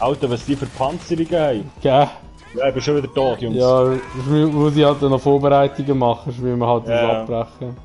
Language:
Swiss German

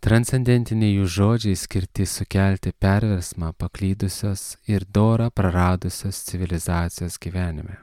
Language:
Lithuanian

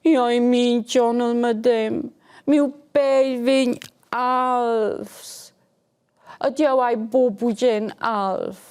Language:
Romansh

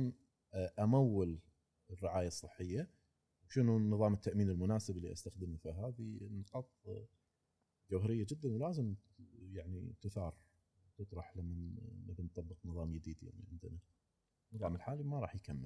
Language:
Gulf Arabic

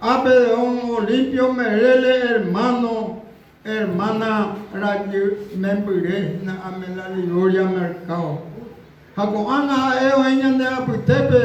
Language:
Guarani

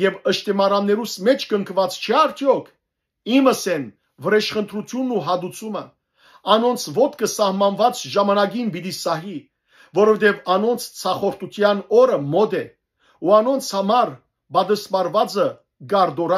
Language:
Western Armenian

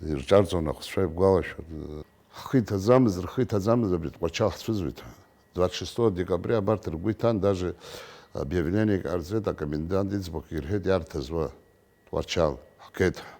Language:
Abkhazian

